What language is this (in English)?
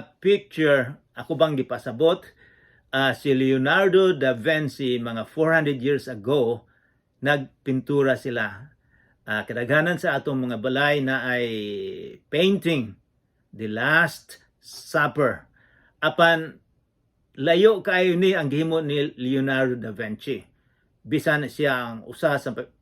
Cebuano